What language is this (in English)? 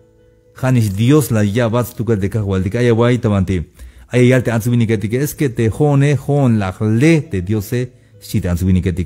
Tzeltal